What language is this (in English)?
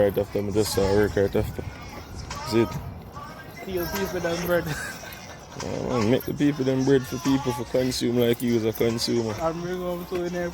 Jamaican Creole English